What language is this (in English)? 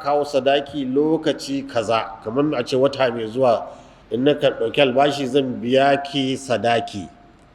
Hausa